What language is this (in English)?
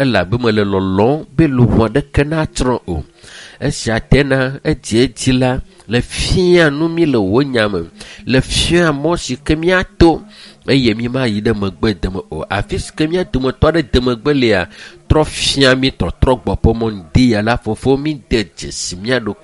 Ewe